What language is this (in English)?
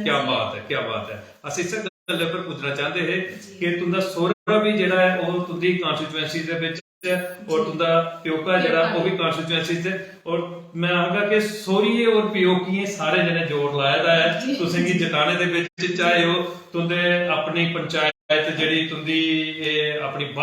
Dogri